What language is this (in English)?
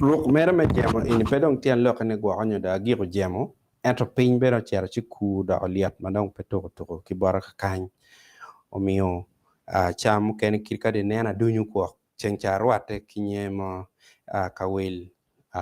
Acoli